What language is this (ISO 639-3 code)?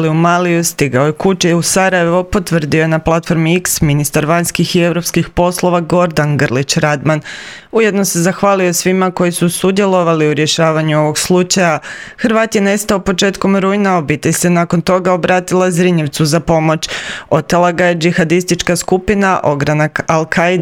hrv